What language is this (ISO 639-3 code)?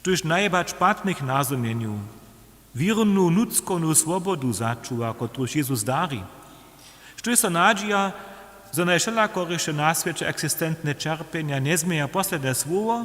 hsb